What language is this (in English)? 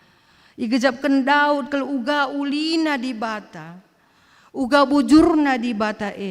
Batak Karo